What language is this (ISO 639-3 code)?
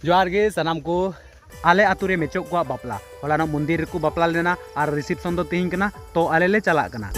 sat